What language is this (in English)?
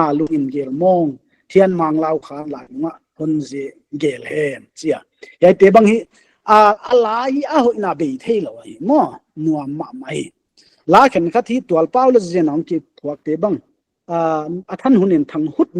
Paite Chin